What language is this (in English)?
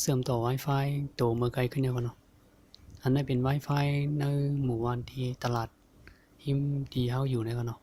Shan